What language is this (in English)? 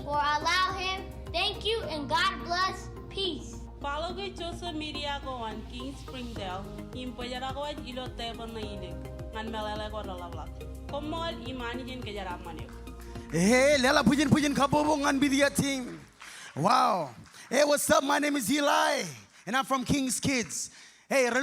Marshallese